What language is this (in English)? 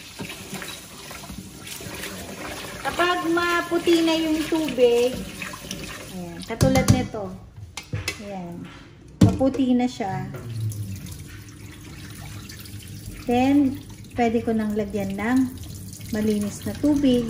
Filipino